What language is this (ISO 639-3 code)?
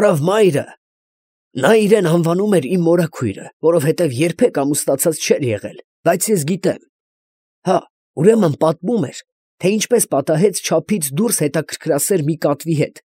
hye